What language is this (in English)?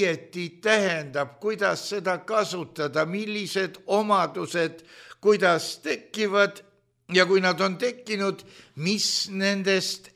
Estonian